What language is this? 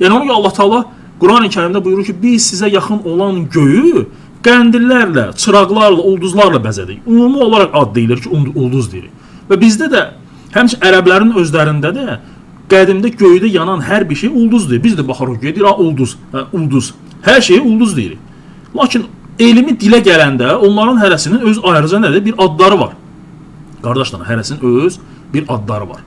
Azerbaijani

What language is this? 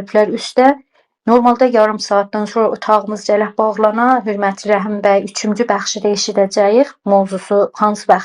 South Azerbaijani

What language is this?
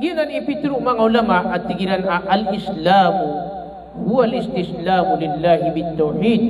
Maranao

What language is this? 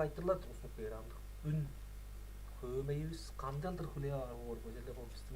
Tuvinian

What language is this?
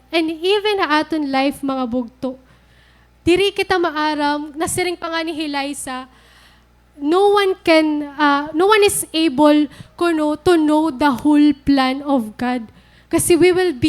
Waray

